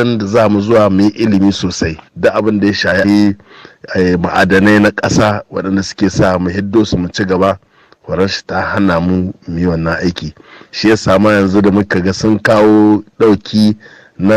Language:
Hausa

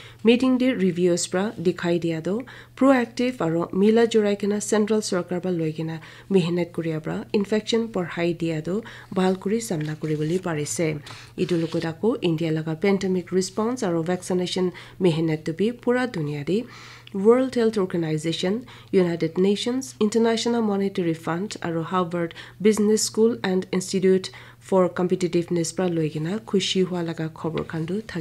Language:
Naga Pidgin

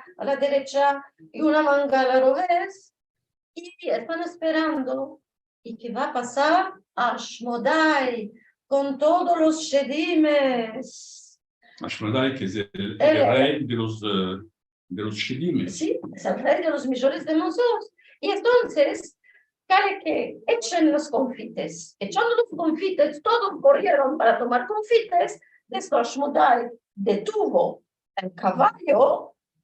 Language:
Ladino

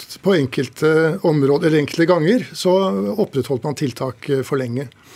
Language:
Norwegian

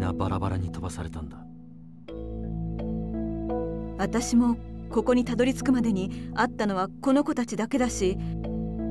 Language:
Japanese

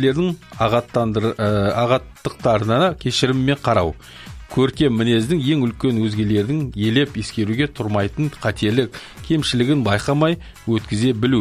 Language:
Kazakh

